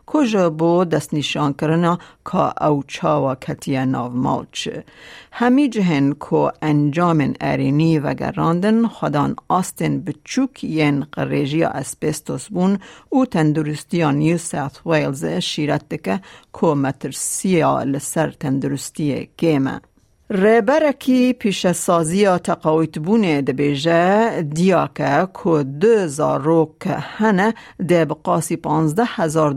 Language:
Kurdish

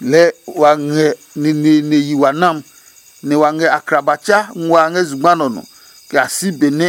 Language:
Adangme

